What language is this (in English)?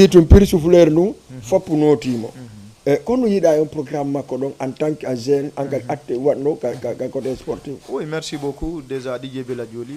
Fula